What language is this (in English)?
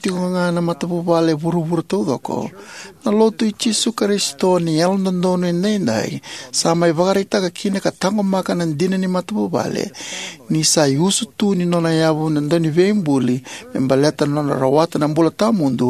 Fijian